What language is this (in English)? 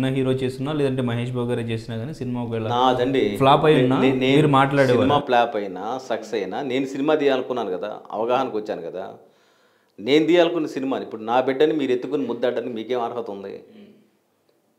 Telugu